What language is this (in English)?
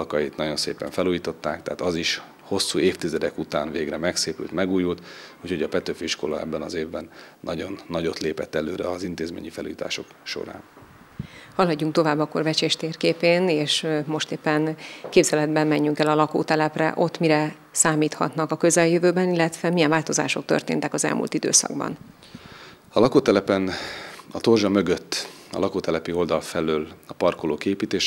Hungarian